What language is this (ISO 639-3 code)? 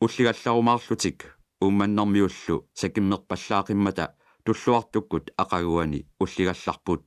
kal